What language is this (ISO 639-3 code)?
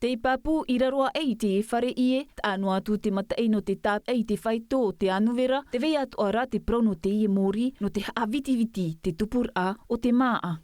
tah